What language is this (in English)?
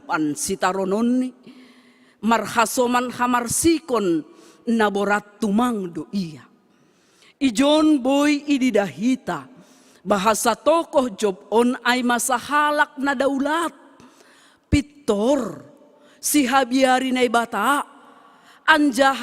Batak Simalungun